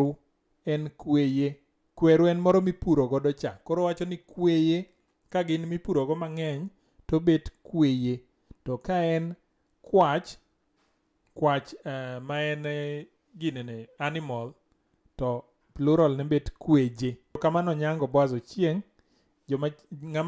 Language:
Luo (Kenya and Tanzania)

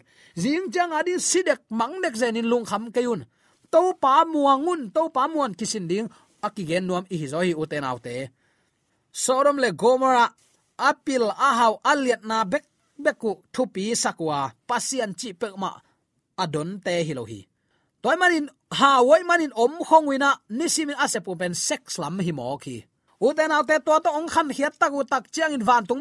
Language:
Tedim Chin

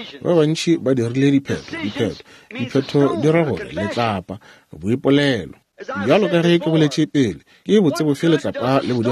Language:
Northern Sotho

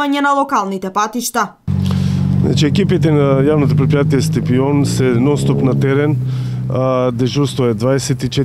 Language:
Macedonian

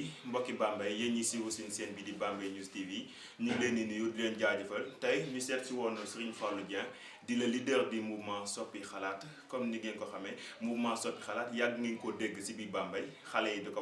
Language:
Wolof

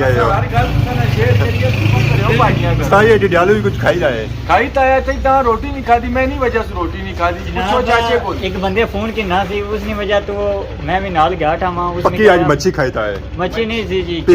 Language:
Pahari-Potwari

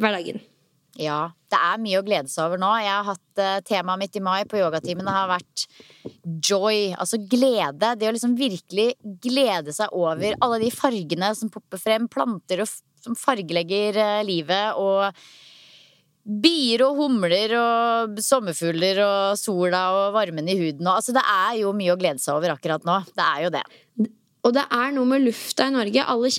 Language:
Norwegian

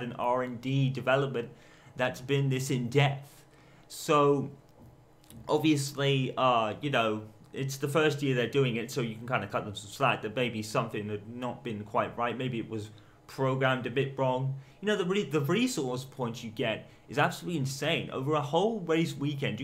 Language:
English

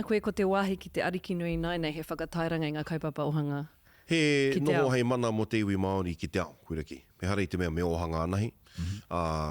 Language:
Māori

